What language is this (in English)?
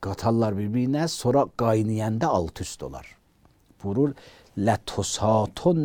Azerbaijani